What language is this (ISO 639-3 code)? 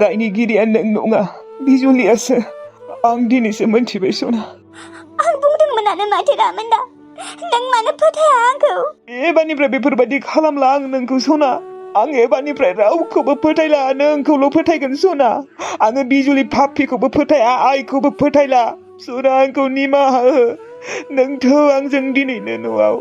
brx